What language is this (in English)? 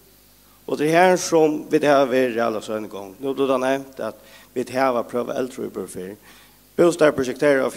Faroese